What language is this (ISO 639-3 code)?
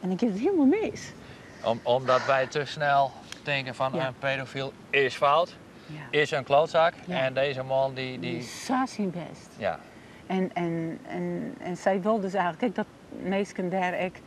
fry